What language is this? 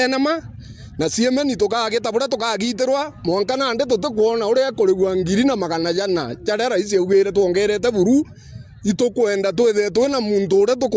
Meru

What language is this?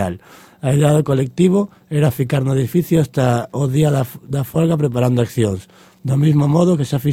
Galician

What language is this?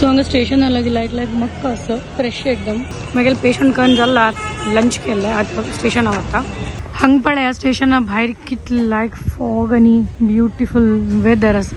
Konkani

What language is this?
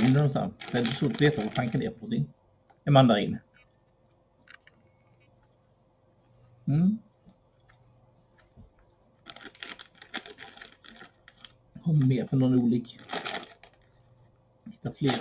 Swedish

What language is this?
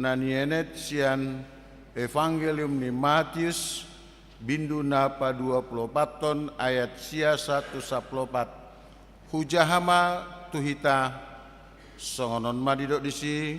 Batak Toba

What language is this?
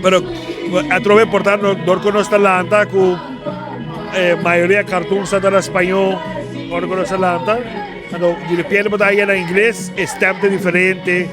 Papiamento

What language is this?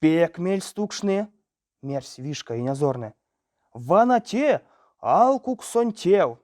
Erzya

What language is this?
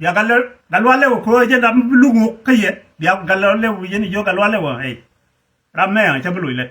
Nuer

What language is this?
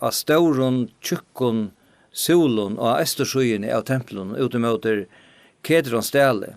Faroese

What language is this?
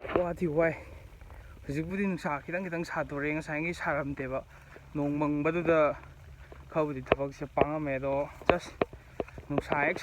Manipuri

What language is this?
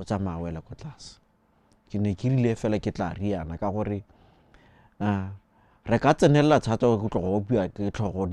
Tswana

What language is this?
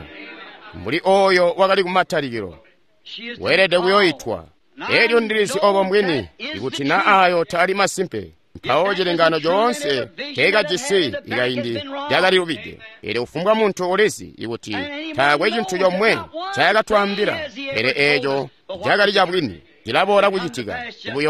Tonga (Zambia)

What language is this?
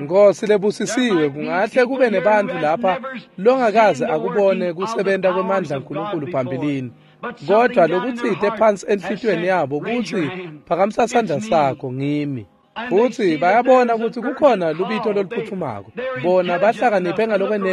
Swati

